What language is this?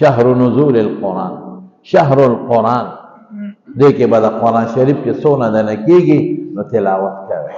Pashto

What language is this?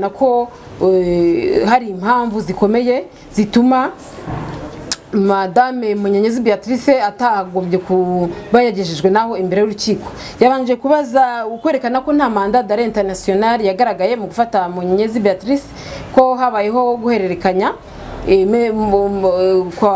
Kinyarwanda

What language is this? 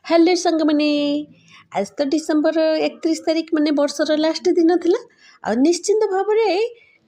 Odia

